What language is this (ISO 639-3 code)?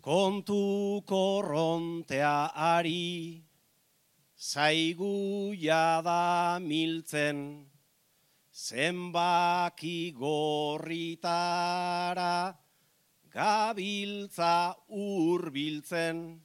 eus